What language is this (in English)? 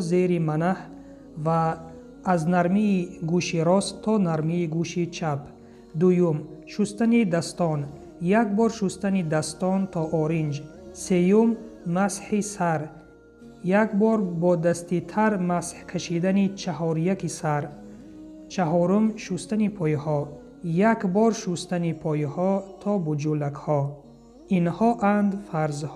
Tajik